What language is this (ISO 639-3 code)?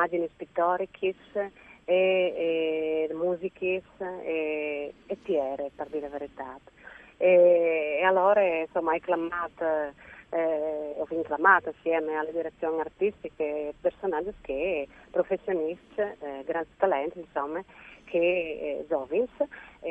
fur